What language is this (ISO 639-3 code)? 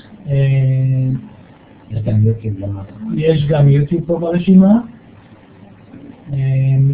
heb